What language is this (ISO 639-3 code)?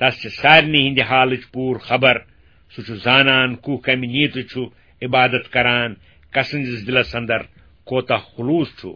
kas